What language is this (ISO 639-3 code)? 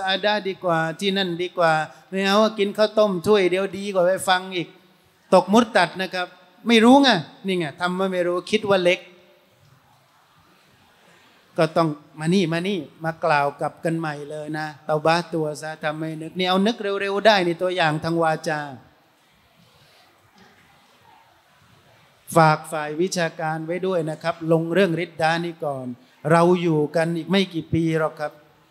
tha